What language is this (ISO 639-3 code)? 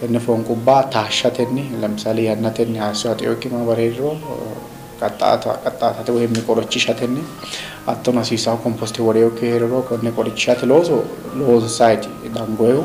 sid